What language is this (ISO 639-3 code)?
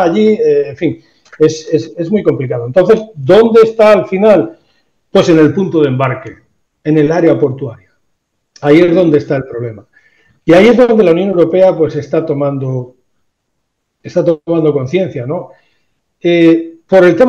spa